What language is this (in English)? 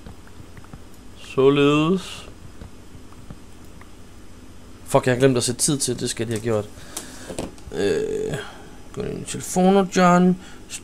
Danish